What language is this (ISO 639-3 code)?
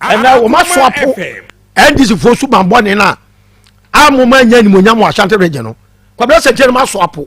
aka